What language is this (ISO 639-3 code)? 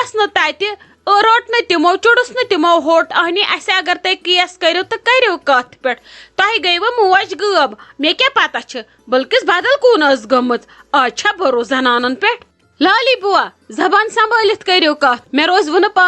kas